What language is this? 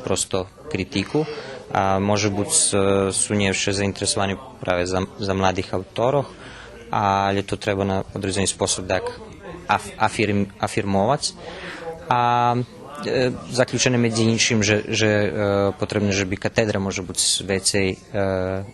Rusyn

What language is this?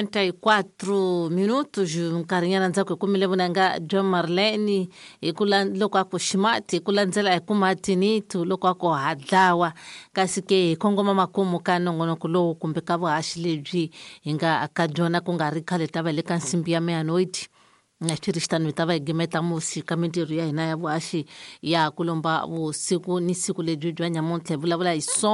Tsonga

